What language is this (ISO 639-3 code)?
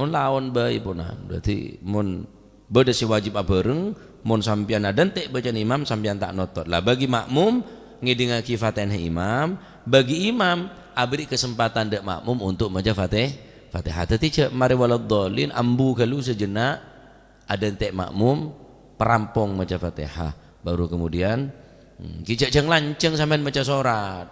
mad